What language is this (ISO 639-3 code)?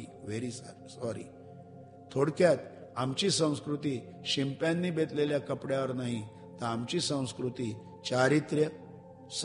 mar